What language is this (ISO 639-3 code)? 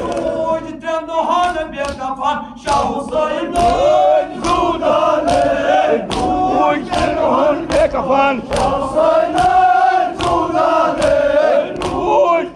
kas